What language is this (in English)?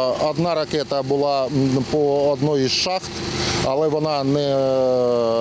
Ukrainian